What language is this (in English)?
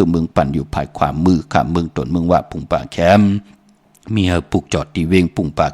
Shan